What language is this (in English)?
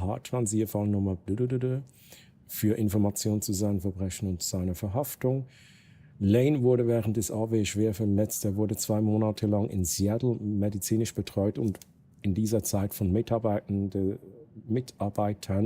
Swiss German